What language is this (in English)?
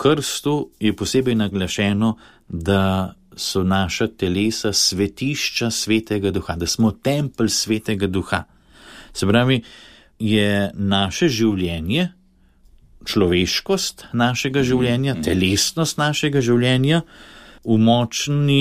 Slovenian